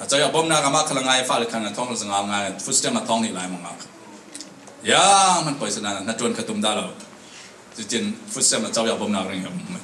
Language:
Falam Chin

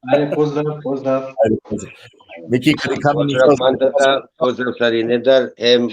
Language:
Balkan Romani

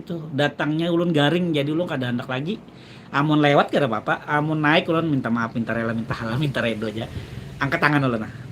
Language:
Banjar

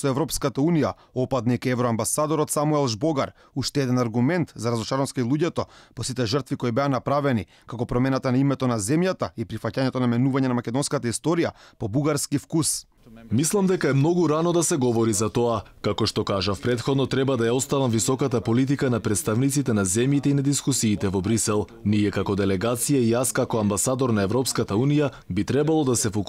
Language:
Macedonian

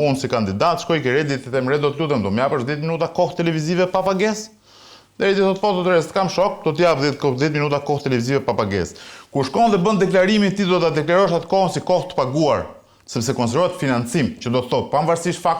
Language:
Albanian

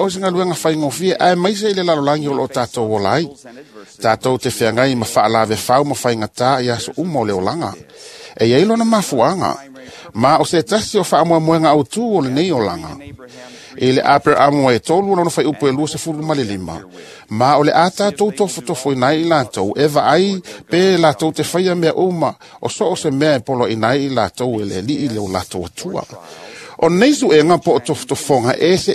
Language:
Samoan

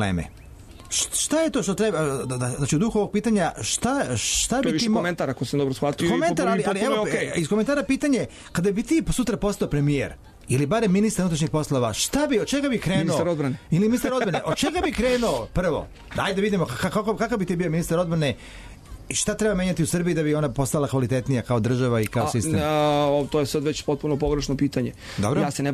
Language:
Serbian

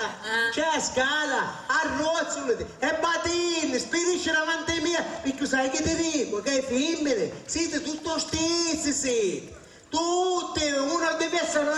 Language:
Sicilian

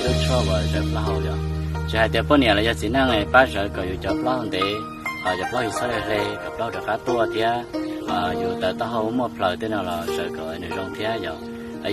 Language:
Hmong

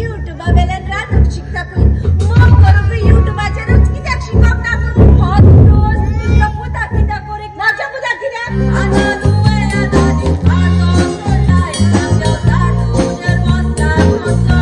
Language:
Konkani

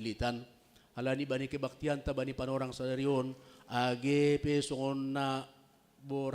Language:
Batak Simalungun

